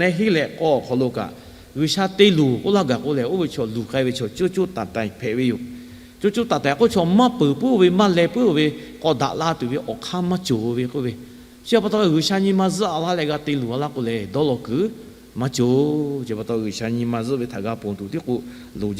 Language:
Lahu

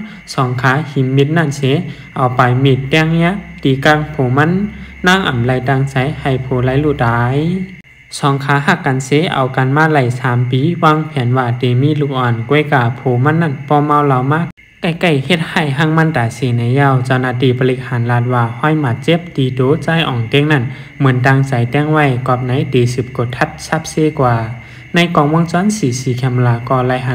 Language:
Shan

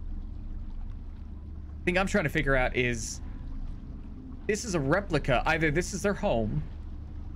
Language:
English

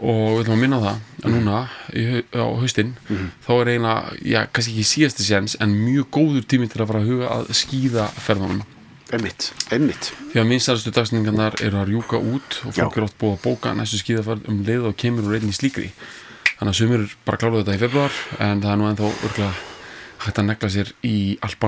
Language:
Icelandic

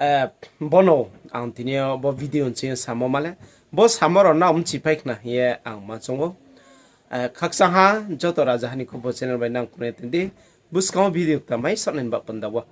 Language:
Riang (India)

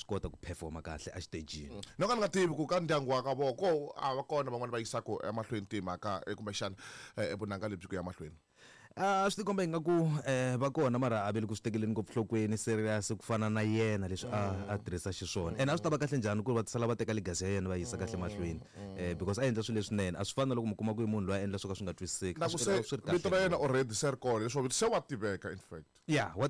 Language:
Tsonga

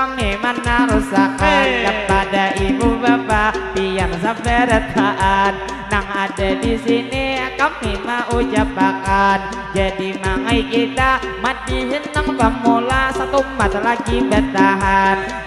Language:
Banjar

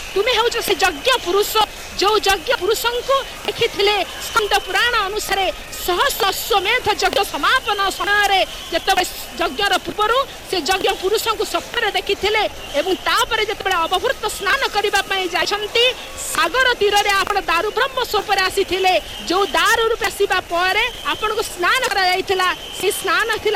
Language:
Odia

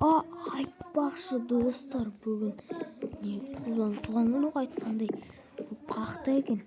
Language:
Kazakh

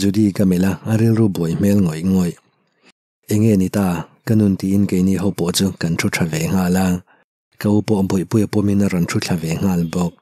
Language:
Mizo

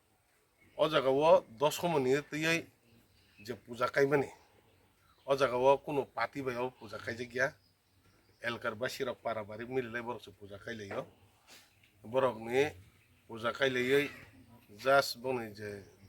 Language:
Kok Borok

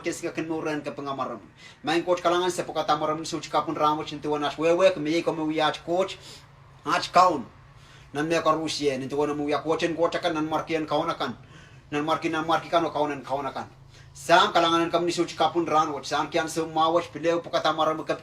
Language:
Pohnpeian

